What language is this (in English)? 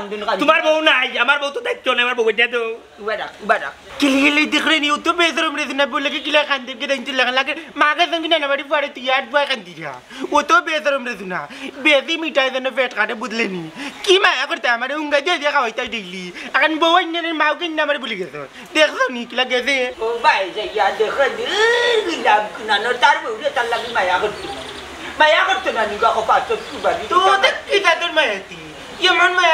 Sylheti